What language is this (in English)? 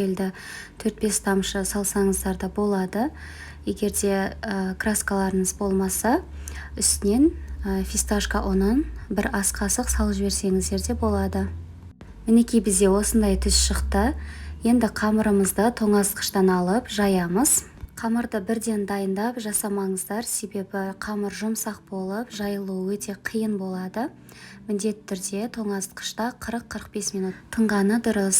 Kazakh